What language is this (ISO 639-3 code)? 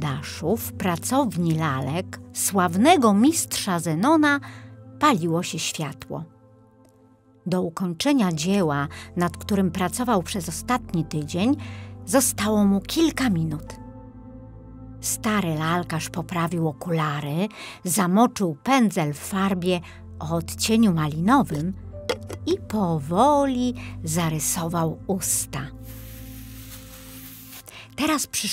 pol